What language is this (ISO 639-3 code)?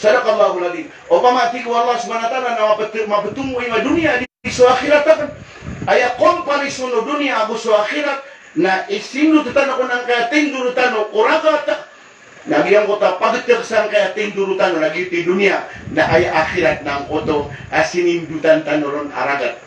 mrw